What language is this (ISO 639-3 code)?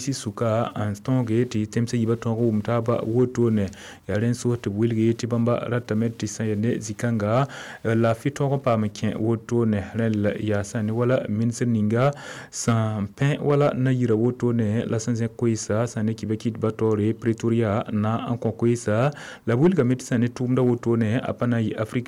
mos